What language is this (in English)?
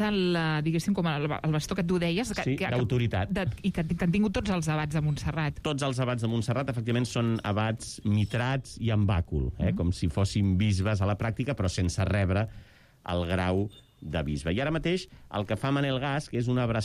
Catalan